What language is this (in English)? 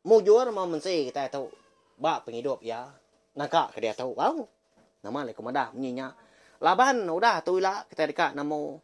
Iban